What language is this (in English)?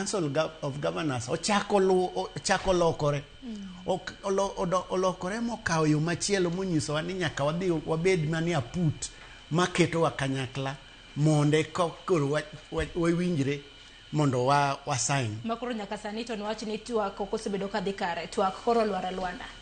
Luo (Kenya and Tanzania)